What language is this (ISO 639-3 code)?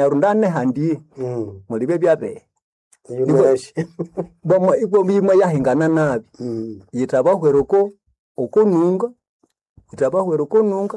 nnb